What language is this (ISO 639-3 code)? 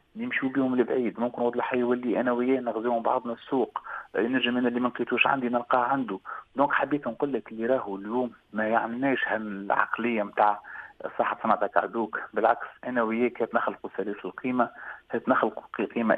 aeb